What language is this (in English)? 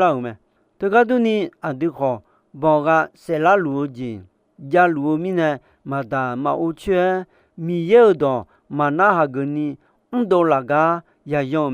Akha